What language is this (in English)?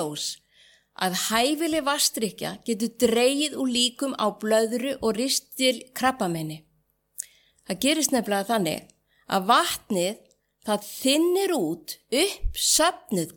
Icelandic